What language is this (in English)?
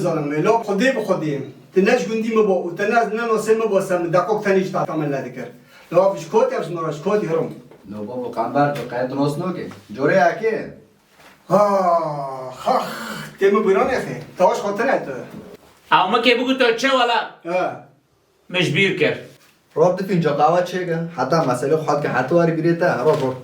Kurdish